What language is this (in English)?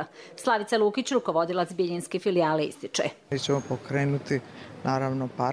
Croatian